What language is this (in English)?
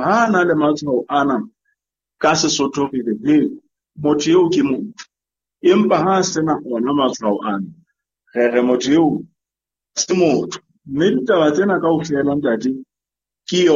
Southern Sotho